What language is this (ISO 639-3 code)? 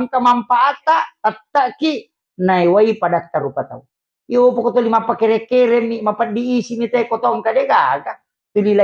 bug